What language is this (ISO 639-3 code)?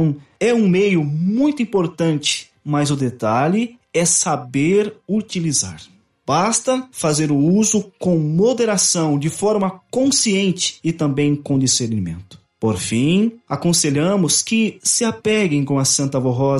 por